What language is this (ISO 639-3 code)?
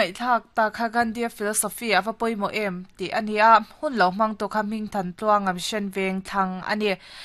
lus